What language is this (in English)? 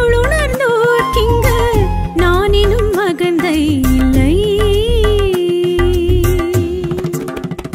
Tamil